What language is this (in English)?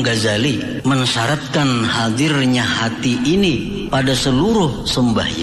Banjar